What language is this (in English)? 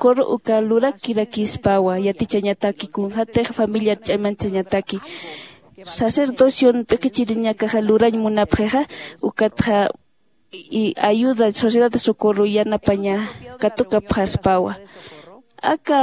Aymara